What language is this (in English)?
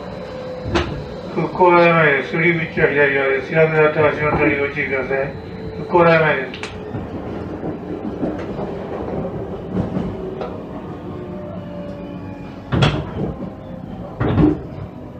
Japanese